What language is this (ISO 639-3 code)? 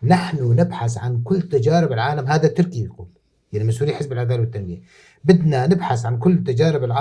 apc